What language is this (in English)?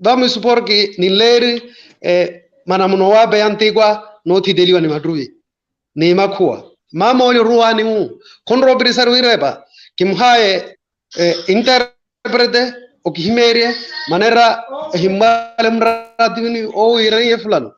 Makhuwa